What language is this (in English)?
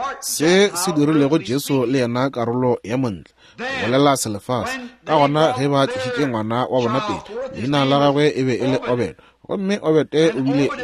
Northern Sotho